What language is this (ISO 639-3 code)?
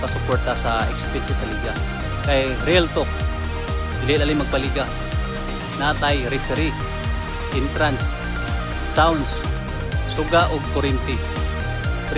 ceb